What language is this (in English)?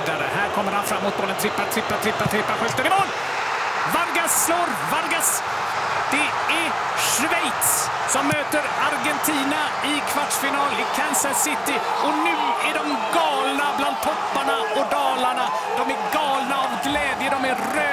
Swedish